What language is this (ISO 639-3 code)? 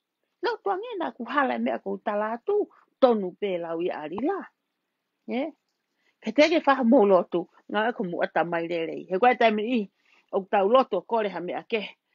ton